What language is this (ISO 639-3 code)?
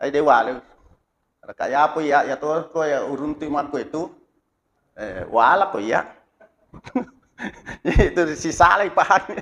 bug